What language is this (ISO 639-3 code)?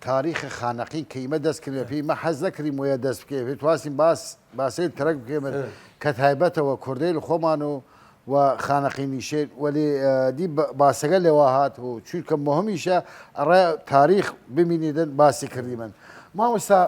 sdh